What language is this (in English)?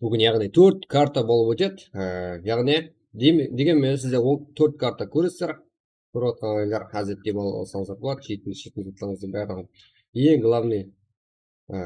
Kara-Kalpak